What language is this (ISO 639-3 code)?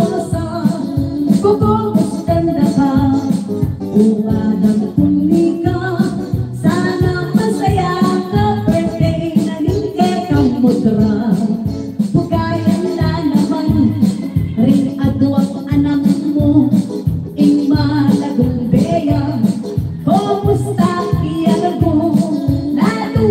pam